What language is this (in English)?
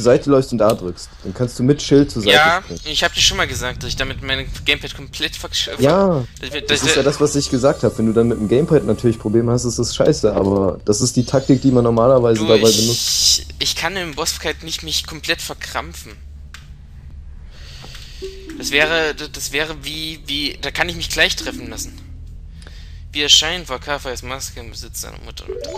German